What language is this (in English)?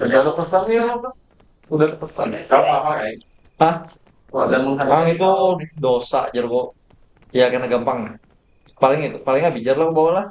Banjar